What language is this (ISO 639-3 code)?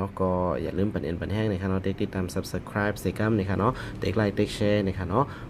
shn